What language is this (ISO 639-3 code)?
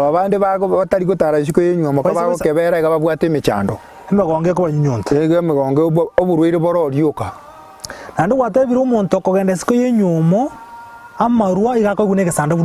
guz